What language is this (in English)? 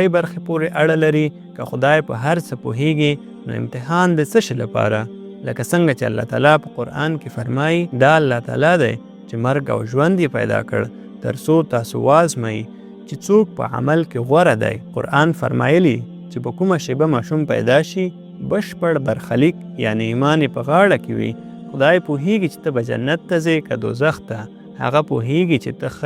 Pashto